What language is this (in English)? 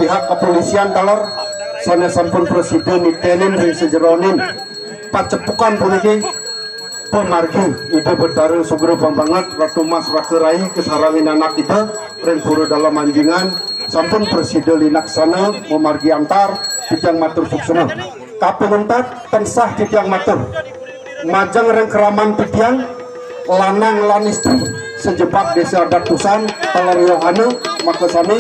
Balinese